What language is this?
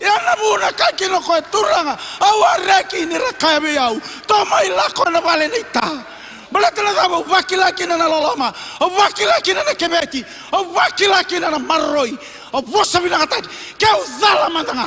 Fijian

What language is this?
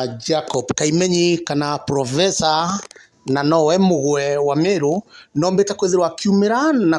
Meru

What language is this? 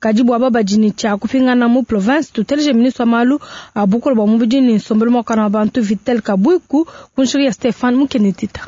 Luba-Lulua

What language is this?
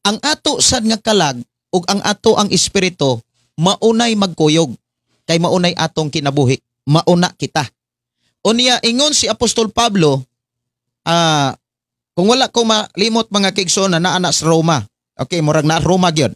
Cebuano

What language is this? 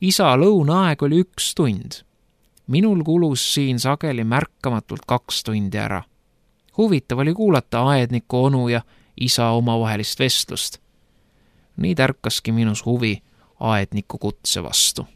Estonian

